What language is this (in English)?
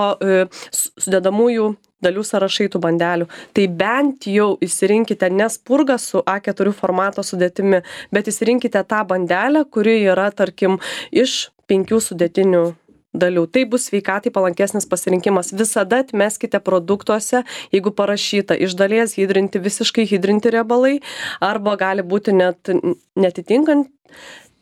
Lithuanian